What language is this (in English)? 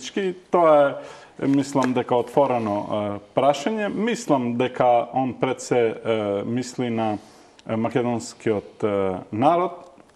Macedonian